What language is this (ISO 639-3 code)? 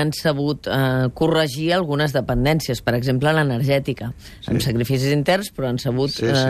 cat